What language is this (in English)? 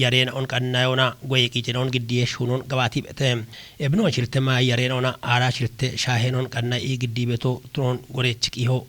Kafa